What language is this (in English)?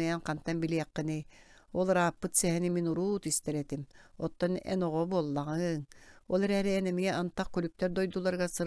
Yakut